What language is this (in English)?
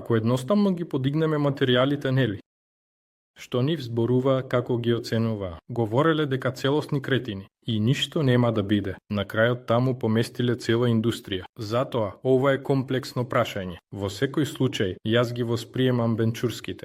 Macedonian